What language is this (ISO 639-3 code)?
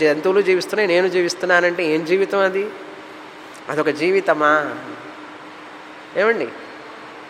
tel